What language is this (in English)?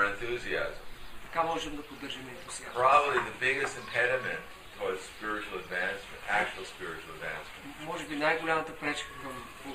Bulgarian